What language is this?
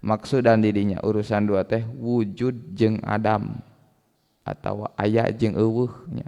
Sundanese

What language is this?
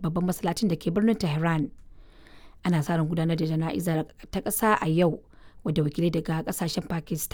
Hausa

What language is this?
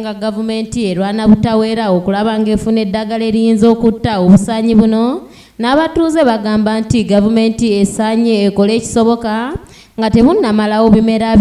Ganda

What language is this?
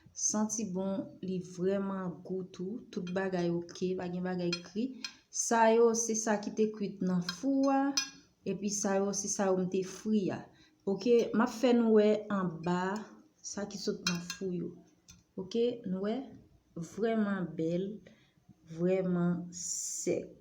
Haitian Creole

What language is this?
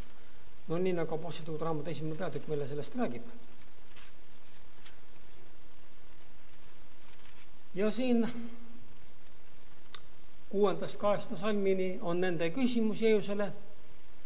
Estonian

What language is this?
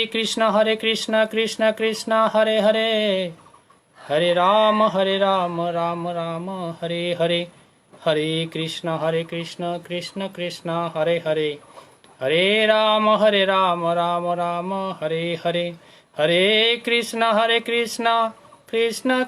Bishnupriya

